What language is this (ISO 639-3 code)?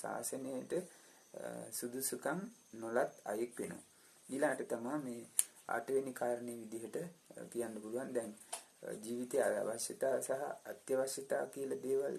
sin